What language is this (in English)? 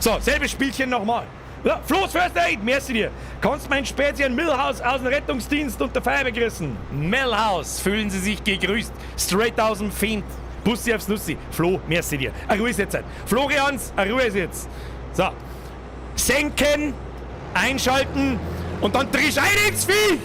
Bavarian